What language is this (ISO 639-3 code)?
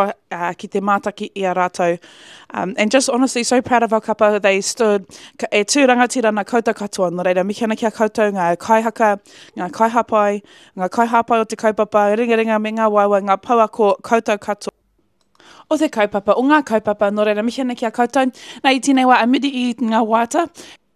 mri